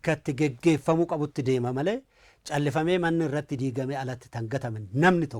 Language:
Oromo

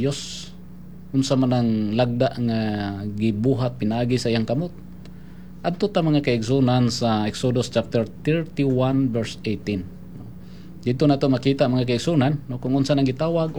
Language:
Cebuano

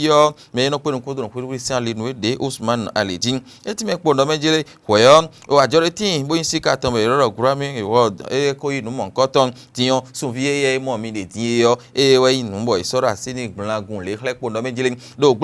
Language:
Fon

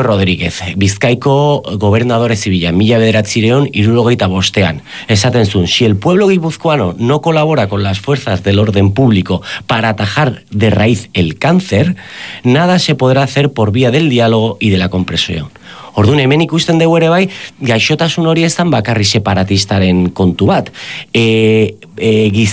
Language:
Basque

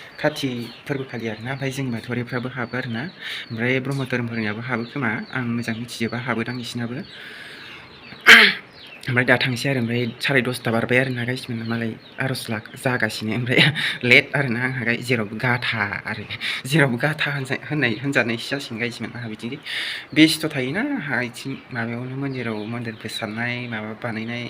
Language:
Bodo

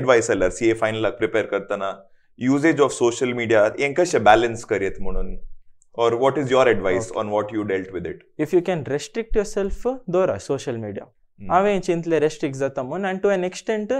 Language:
Konkani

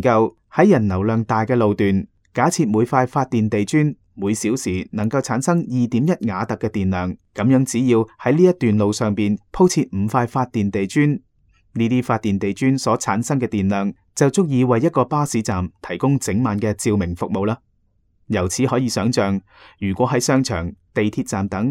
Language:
Cantonese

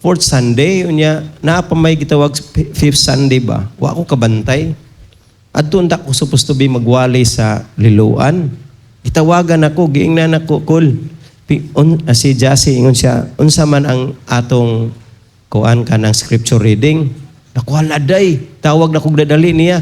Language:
Cebuano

